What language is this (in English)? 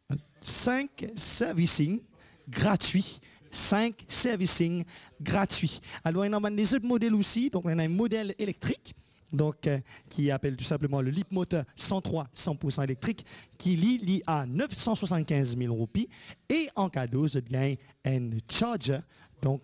Morisyen